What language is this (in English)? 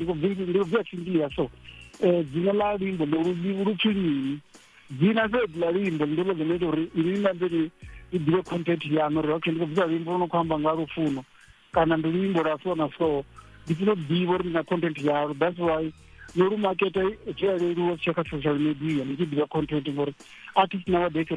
Venda